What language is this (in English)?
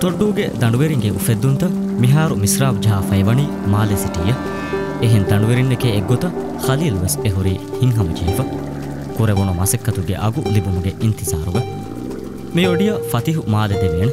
Divehi